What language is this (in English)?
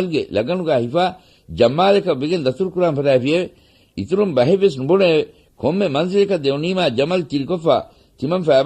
Divehi